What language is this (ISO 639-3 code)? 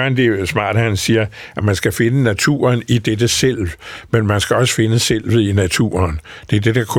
dan